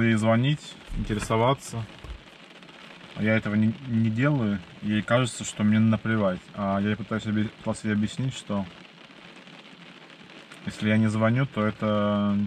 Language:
Russian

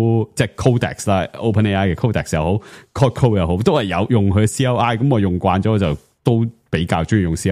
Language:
Cantonese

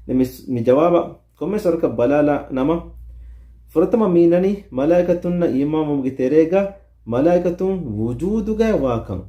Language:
Divehi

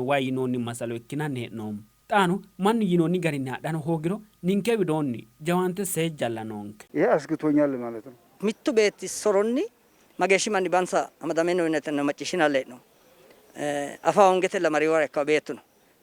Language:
Sidamo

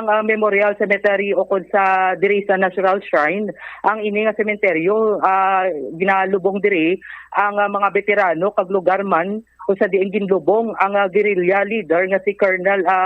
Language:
Hiligaynon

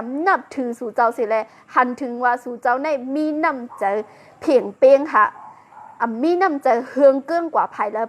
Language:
Shan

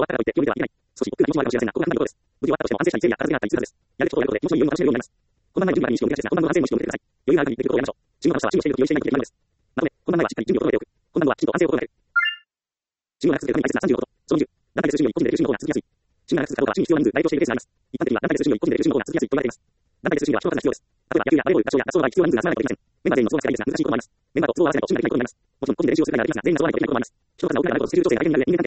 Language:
Japanese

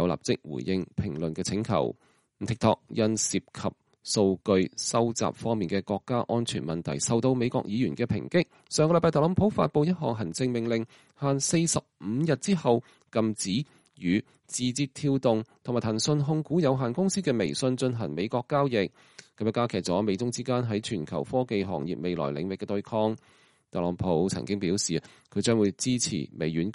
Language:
Cantonese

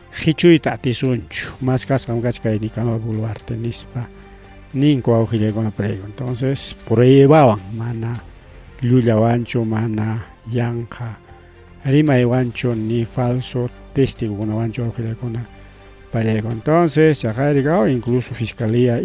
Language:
Ayacucho Quechua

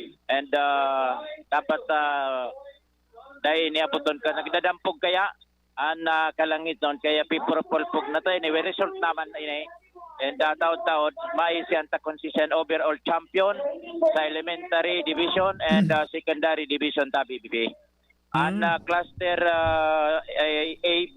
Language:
Bikol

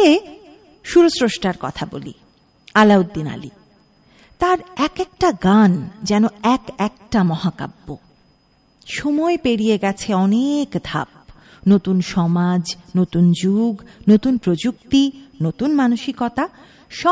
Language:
Bangla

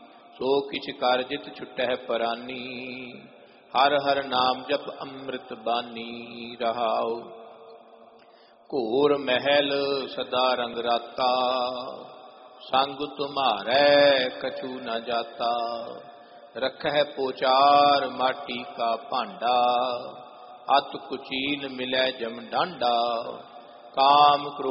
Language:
Punjabi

